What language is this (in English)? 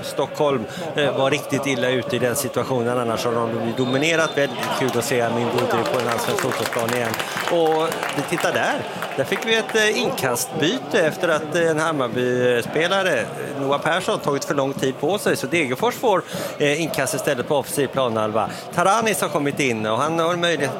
Swedish